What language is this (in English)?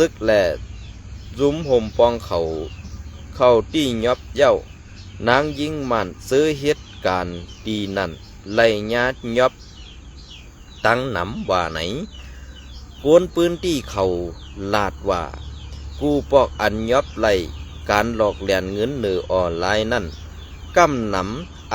Shan